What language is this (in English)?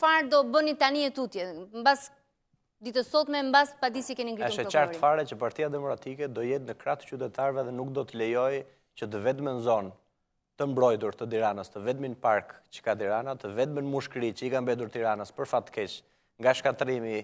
Albanian